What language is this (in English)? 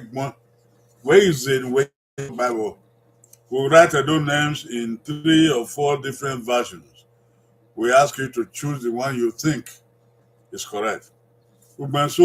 Bini